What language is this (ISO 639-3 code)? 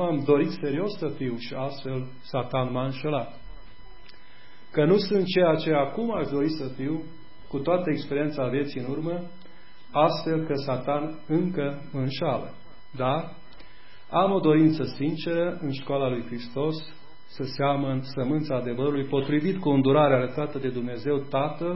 ron